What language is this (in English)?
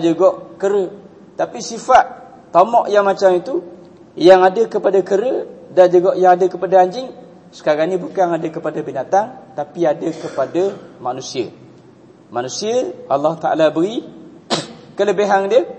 Malay